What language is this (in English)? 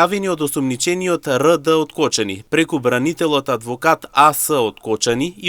Macedonian